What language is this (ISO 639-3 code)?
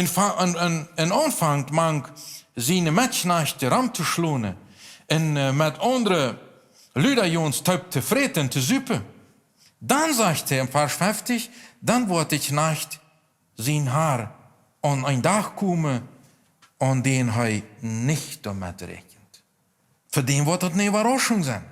pdt